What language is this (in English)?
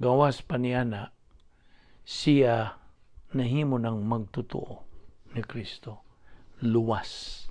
Cebuano